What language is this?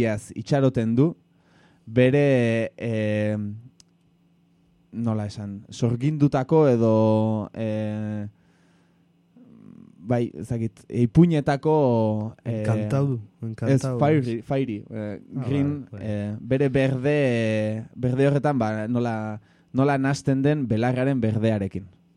Basque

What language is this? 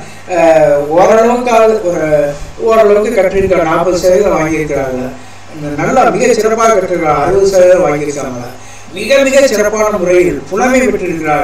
Tamil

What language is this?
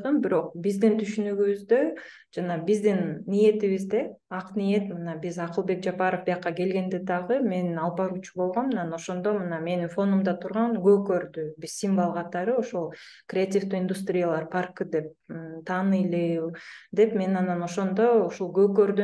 Kyrgyz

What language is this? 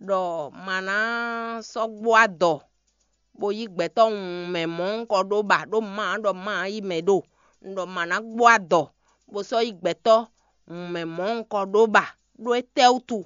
Fon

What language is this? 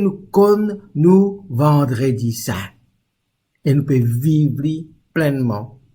Morisyen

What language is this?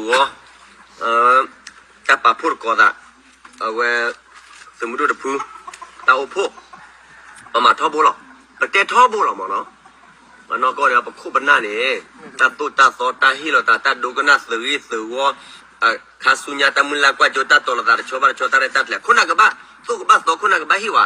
S'gaw Karen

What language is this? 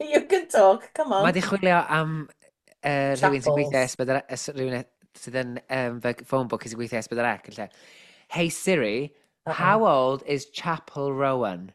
Welsh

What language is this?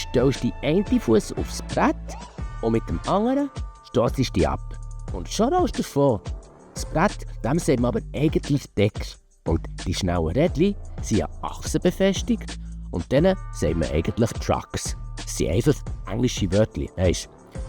Swiss German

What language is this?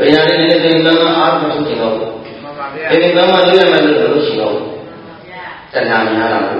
Burmese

